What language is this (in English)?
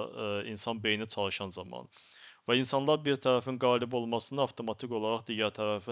Azerbaijani